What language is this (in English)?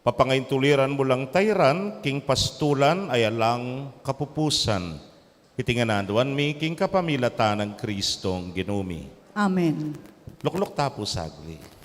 Pampanga